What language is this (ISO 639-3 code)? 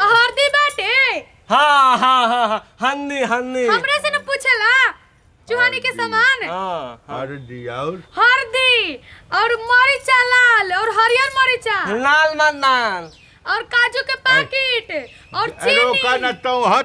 bho